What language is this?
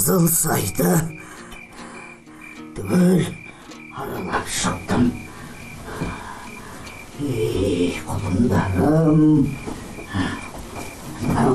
Kazakh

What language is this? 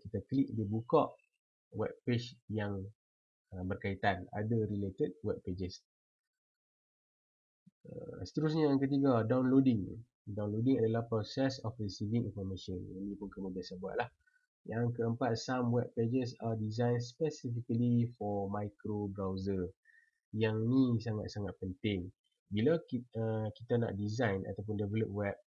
Malay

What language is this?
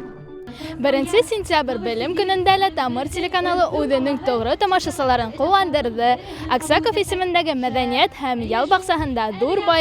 Bashkir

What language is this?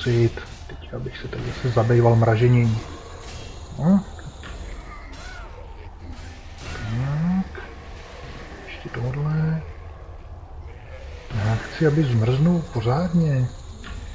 Czech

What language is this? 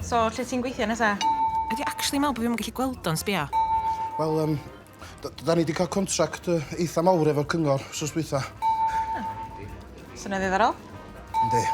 Welsh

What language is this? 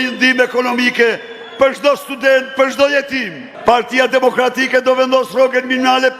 Albanian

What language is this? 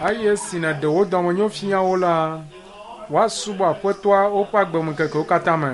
Ewe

